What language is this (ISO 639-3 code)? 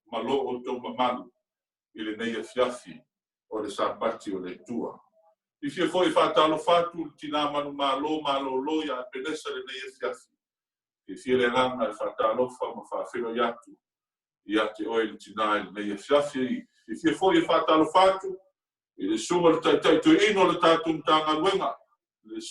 smo